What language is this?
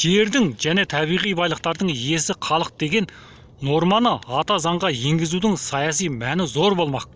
Kazakh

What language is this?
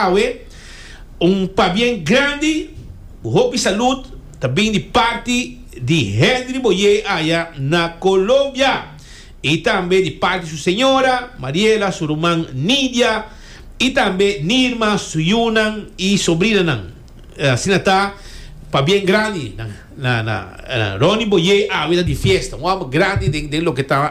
Papiamento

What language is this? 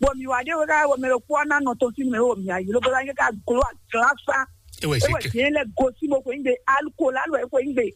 Fon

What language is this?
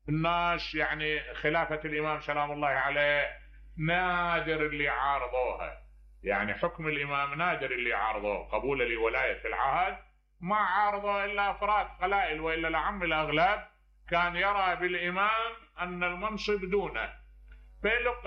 Mesopotamian Arabic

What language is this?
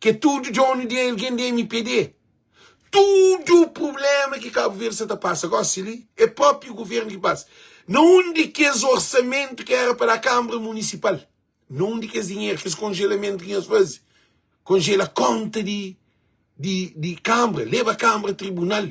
Kabuverdianu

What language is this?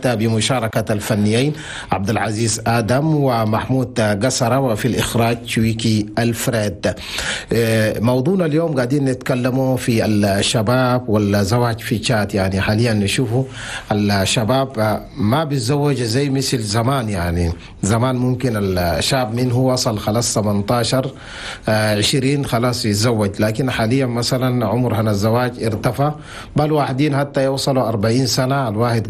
Chadian Arabic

